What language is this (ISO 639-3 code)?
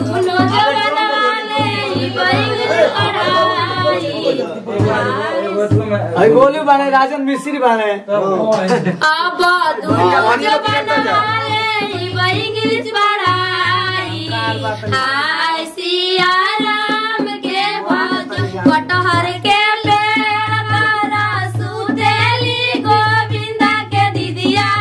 bho